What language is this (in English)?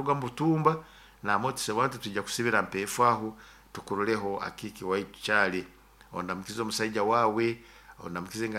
Nyoro